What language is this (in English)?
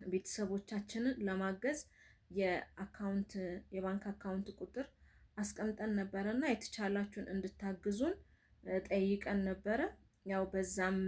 Amharic